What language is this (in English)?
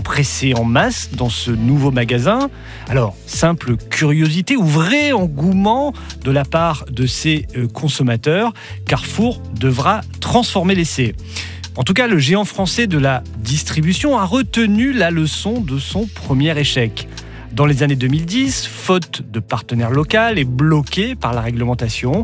French